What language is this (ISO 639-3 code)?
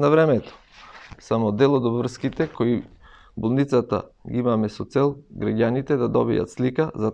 mkd